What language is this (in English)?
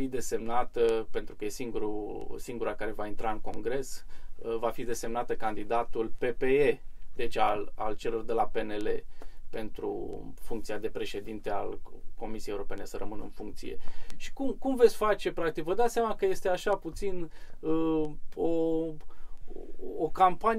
Romanian